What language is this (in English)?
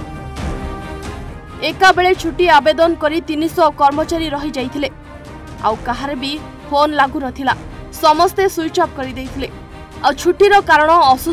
Odia